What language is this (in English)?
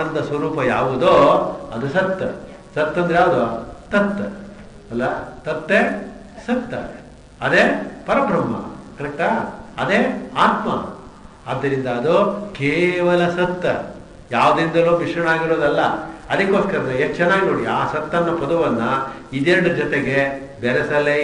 Kannada